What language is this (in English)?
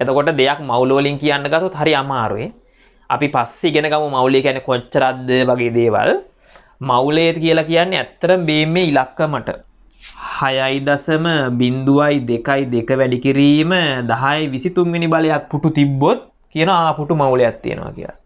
Sinhala